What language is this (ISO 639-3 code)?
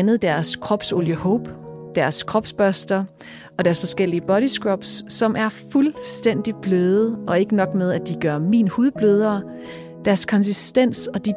dan